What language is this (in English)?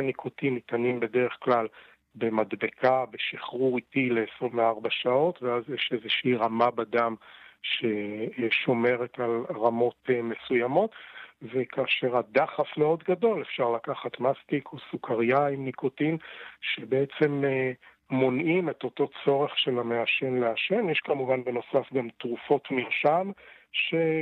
Hebrew